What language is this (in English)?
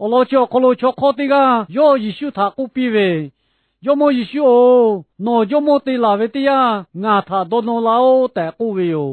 Lahu